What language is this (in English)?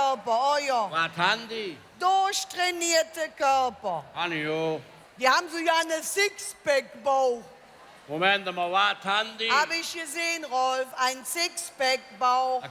Colognian